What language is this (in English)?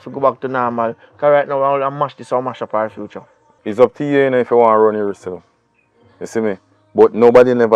Jamaican Creole English